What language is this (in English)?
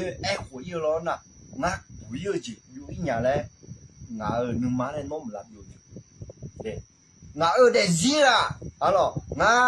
Akha